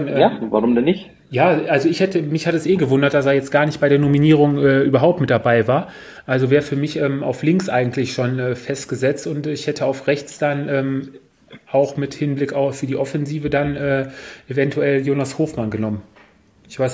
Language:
German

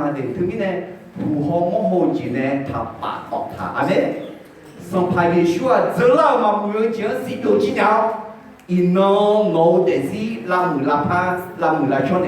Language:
Akha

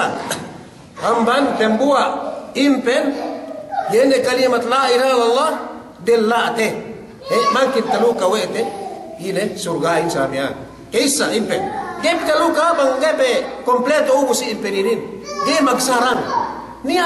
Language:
Yakan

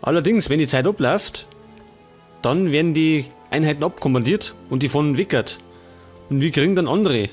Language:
Bavarian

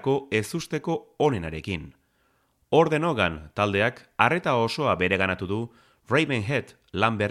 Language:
Basque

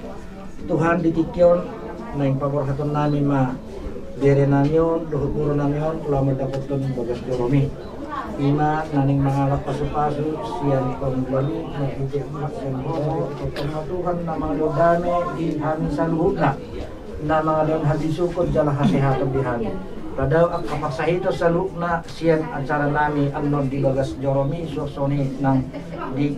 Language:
Batak Toba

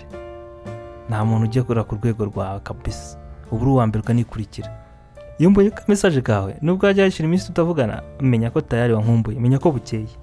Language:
Kinyarwanda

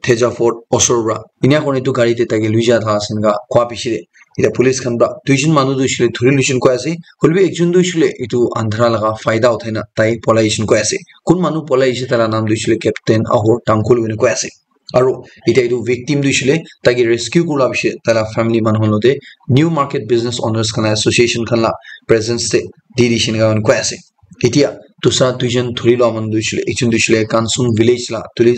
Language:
Naga Pidgin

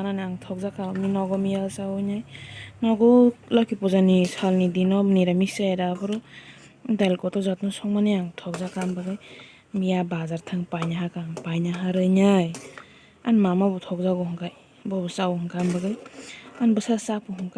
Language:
Kok Borok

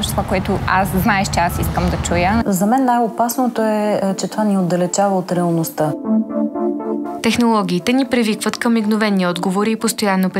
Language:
Bulgarian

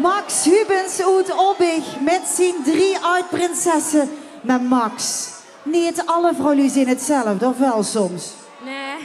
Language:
Limburgish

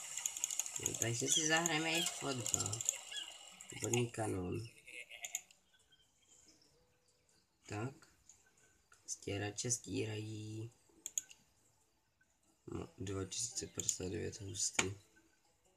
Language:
Czech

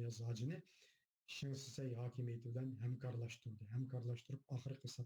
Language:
Uyghur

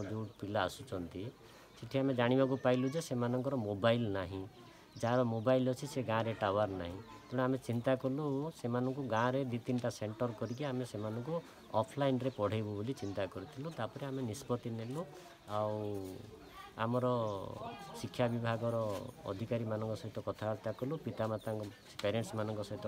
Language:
Odia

